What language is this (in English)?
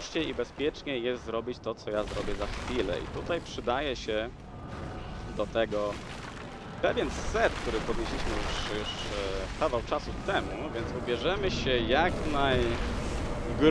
Polish